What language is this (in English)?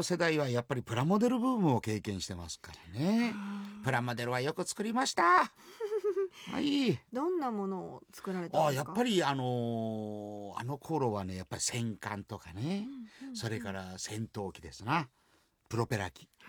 Japanese